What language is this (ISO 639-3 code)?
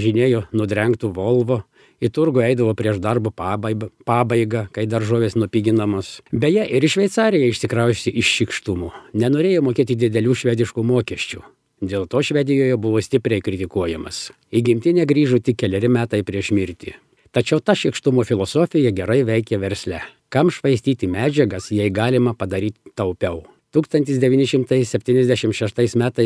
lit